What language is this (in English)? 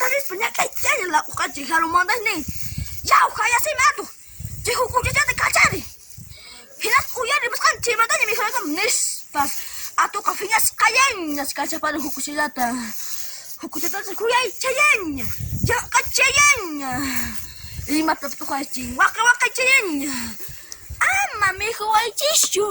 Quechua